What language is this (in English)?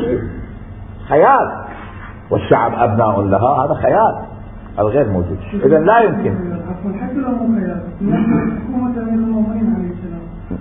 Mesopotamian Arabic